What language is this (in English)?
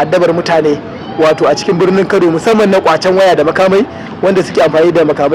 Hausa